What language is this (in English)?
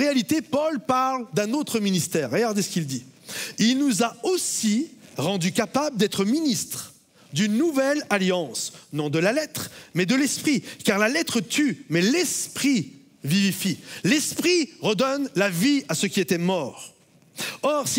French